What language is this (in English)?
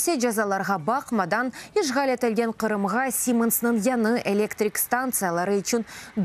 Crimean Tatar